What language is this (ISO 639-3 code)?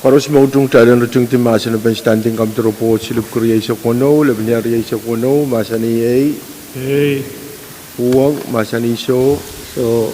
pon